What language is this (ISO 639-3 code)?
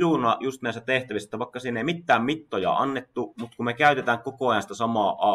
fin